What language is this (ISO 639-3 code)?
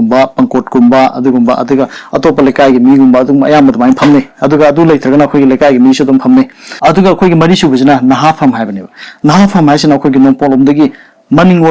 mni